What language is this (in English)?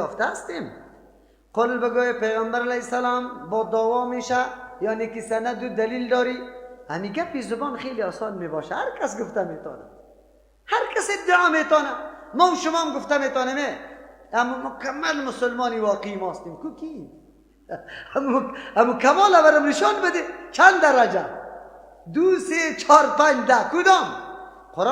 Persian